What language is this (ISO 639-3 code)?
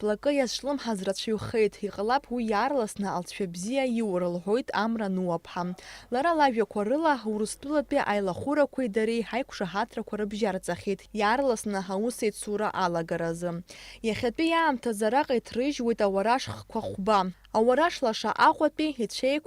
abk